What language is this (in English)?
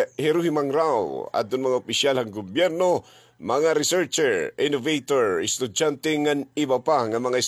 Waray